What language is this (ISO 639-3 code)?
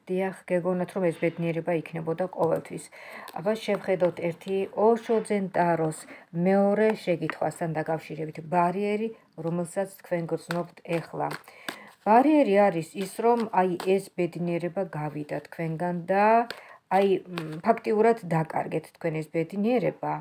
kat